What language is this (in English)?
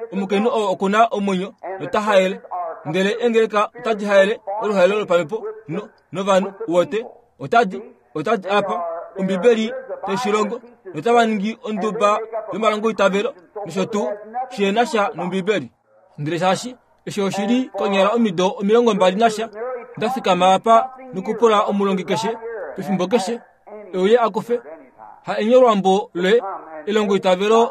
Kuanyama